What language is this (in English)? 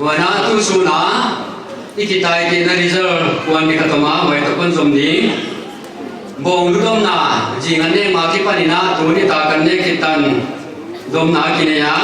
Paite Chin